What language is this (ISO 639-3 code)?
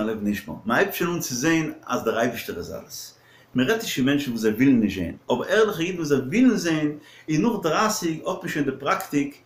yid